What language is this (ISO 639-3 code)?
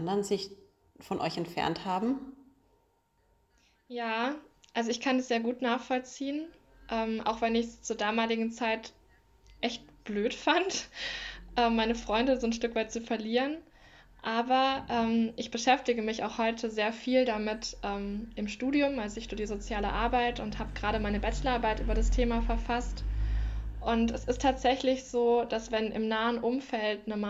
deu